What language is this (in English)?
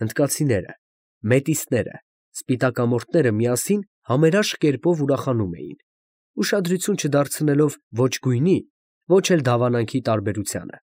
Armenian